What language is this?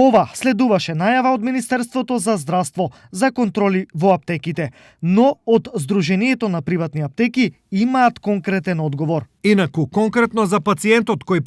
Macedonian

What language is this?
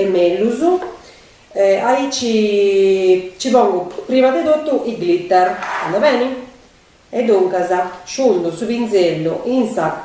Sardinian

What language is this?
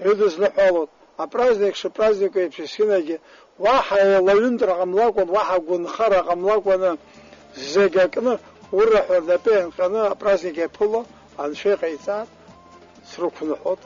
Abkhazian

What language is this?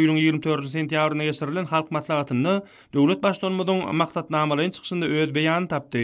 Turkmen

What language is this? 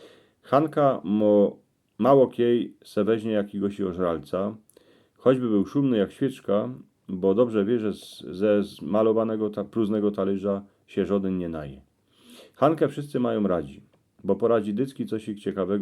Silesian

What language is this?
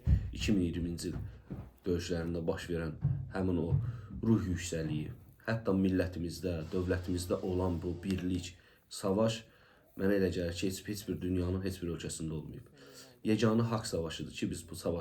Azerbaijani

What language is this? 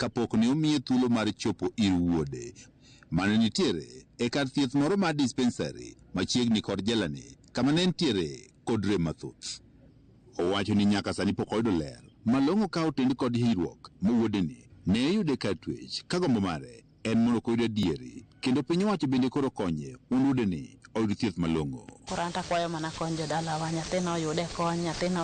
Luo (Kenya and Tanzania)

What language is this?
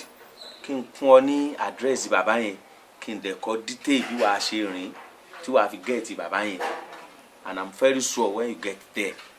Yoruba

